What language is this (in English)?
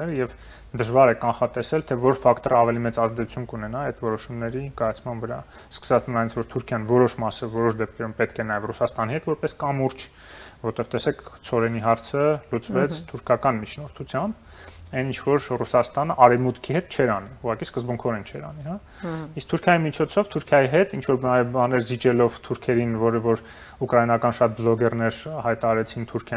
Armenian